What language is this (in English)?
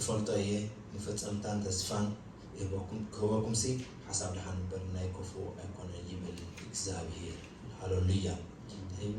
Tigrinya